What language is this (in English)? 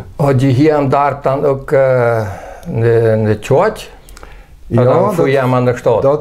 Plautdietsch